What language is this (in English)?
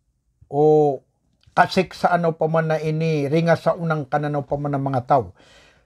Maranao